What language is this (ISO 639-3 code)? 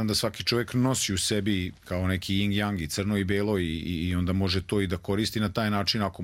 srp